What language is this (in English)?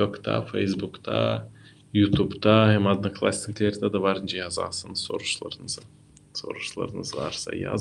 Gagauz